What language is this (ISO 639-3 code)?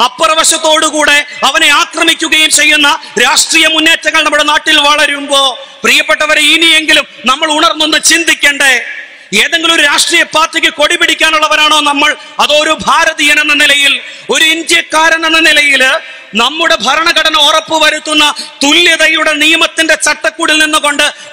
mal